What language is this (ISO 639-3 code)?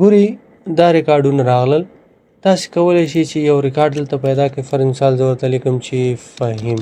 pus